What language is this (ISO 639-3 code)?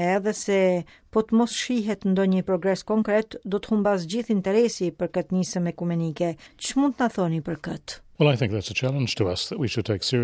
sqi